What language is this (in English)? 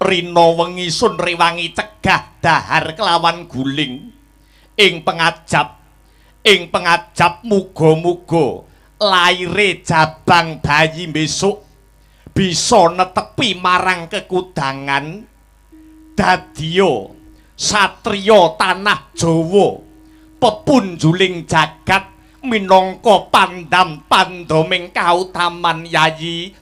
Javanese